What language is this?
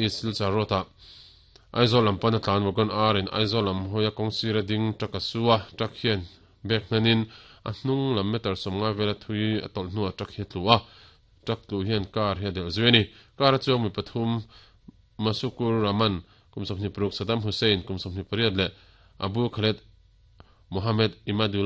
Mizo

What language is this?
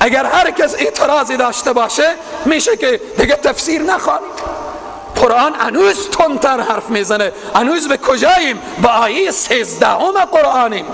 Persian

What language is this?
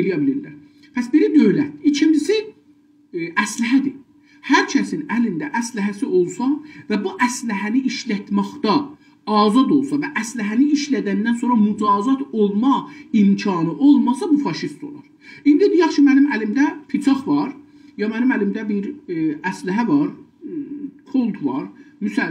South Azerbaijani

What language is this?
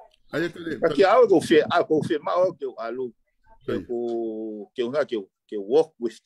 Tongan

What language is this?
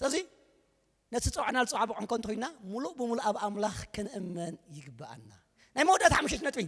Tigrinya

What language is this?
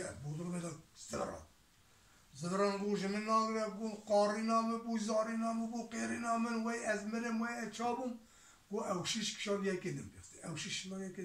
Kurdish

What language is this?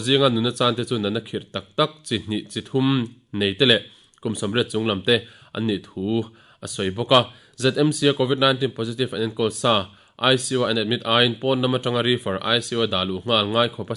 Mizo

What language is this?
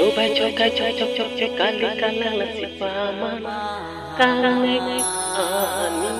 Karbi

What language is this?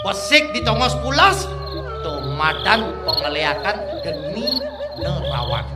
Balinese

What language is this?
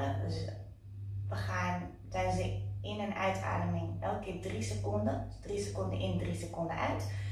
Dutch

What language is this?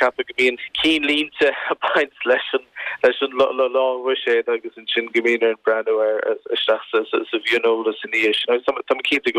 Irish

